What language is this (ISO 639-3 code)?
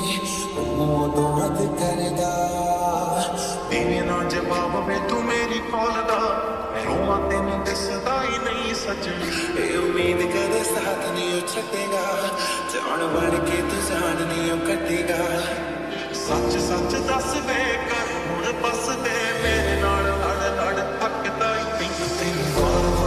pan